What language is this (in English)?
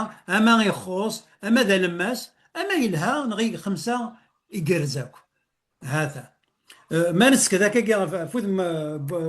Kabyle